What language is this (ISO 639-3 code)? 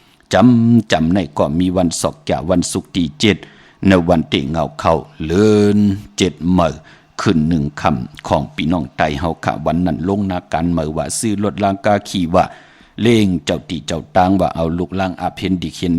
shn